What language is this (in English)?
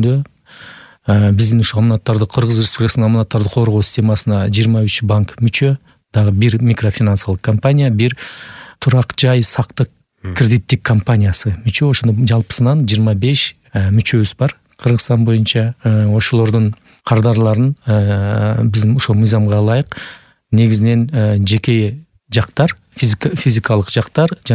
Kyrgyz